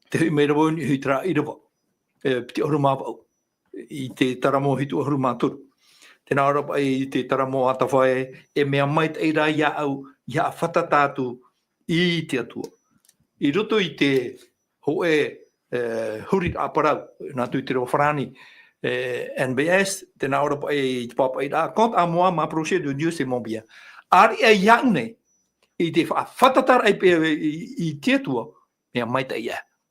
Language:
Tahitian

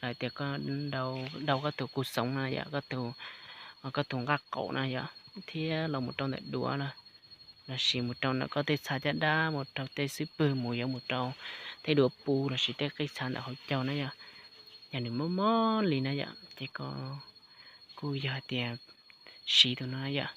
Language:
Hmong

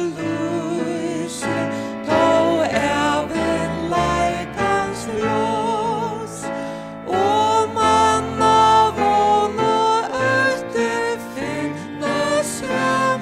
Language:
Faroese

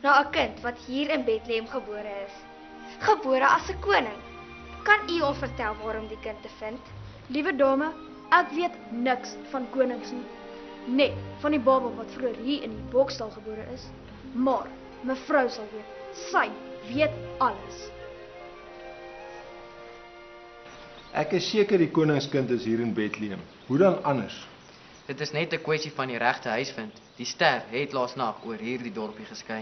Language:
Afrikaans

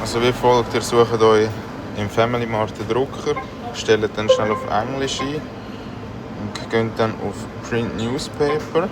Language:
Swiss German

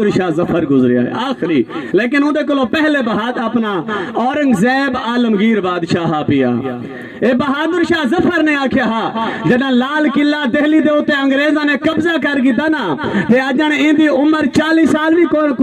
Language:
Saraiki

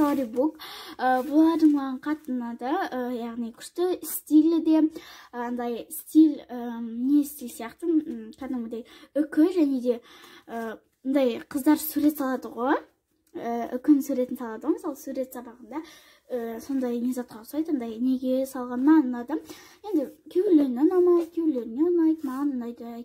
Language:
Kazakh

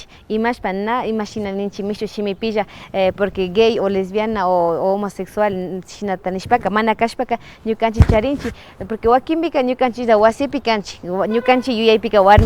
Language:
Imbabura Highland Quichua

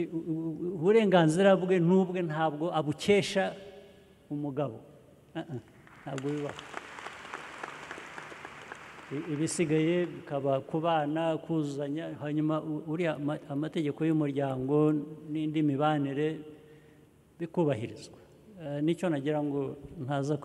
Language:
Kinyarwanda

